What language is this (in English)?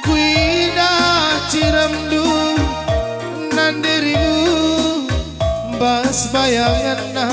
Batak Karo